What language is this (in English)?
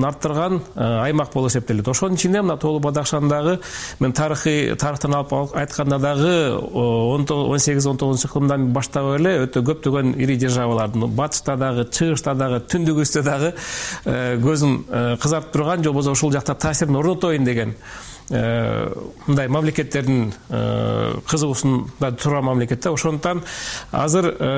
Kyrgyz